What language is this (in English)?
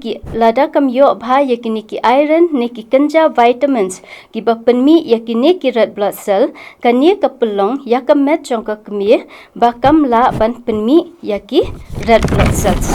Khasi